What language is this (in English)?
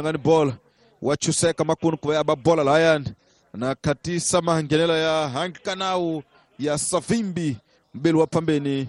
Tsonga